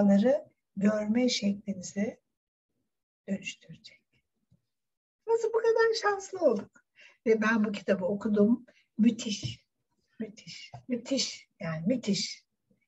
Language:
Turkish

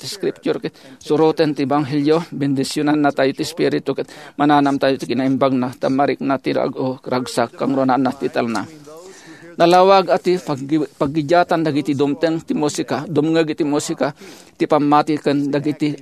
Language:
Iloko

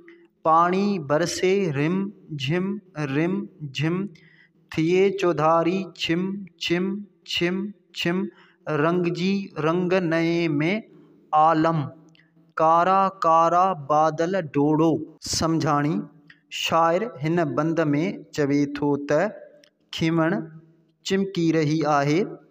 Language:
Sindhi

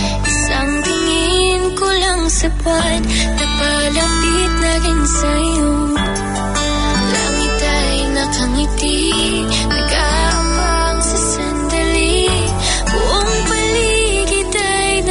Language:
Filipino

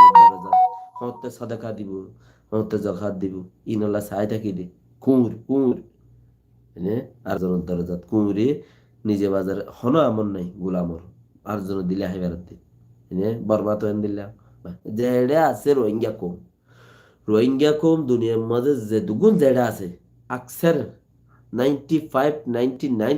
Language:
Rohingya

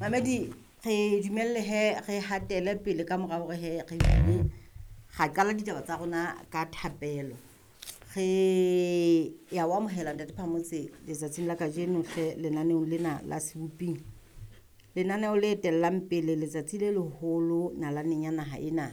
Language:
Southern Sotho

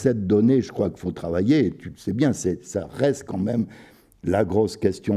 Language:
French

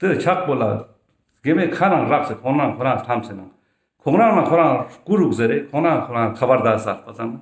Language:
Ladakhi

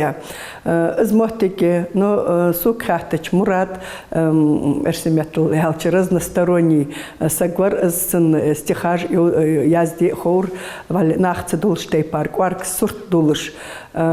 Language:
Ingush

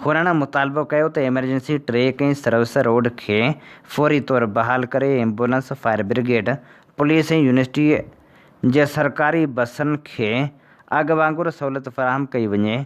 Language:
Sindhi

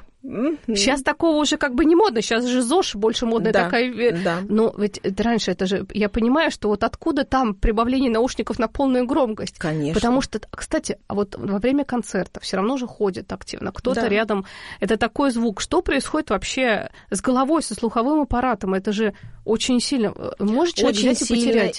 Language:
Russian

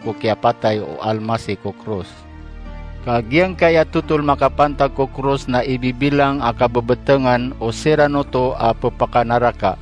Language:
Maranao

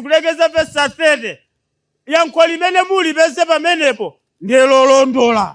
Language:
Nyanja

